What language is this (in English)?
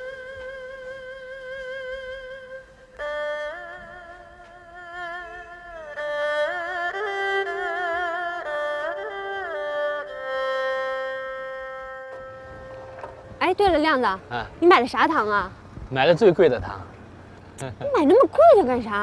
Chinese